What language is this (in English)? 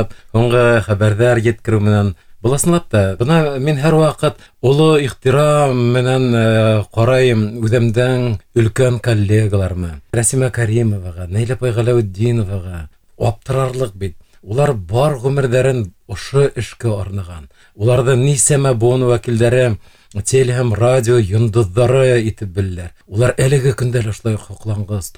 Bashkir